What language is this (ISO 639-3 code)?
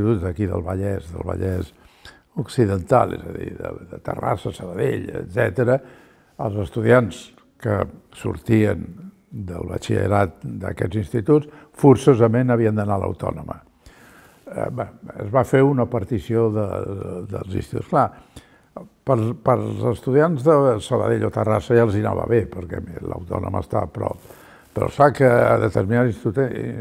cat